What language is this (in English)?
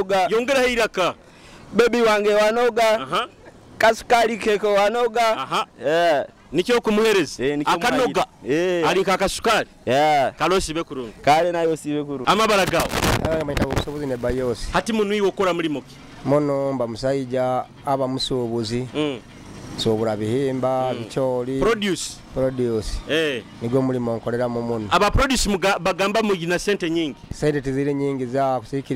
Nyoro